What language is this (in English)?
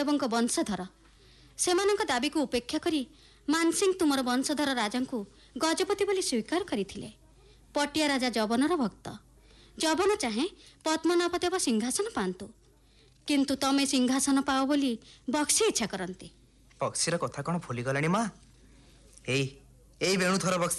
Odia